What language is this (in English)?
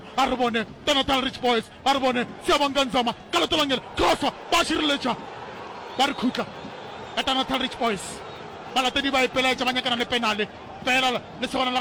Northern Sotho